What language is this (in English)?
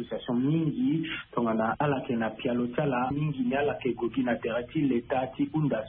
Sango